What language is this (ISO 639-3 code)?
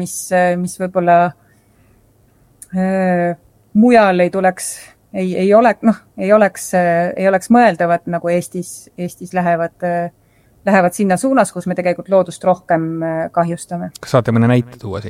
est